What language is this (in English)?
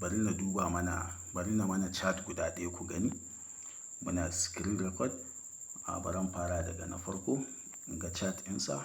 Hausa